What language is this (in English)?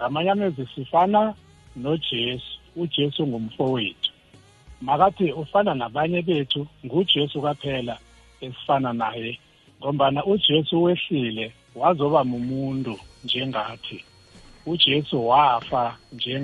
South Ndebele